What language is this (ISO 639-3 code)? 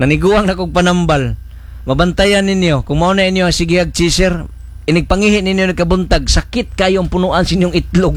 ceb